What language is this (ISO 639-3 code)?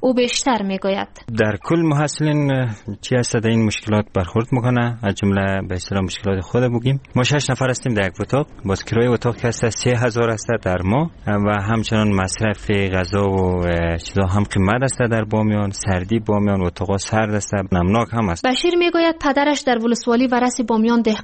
fas